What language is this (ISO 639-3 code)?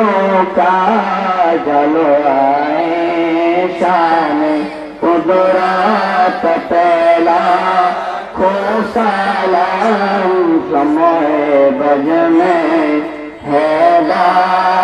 ben